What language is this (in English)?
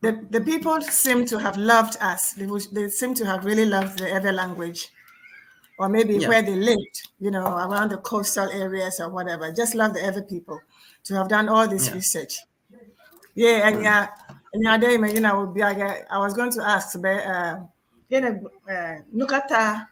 Ewe